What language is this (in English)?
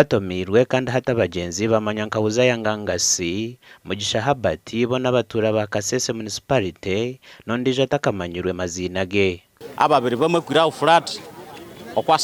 Nyankole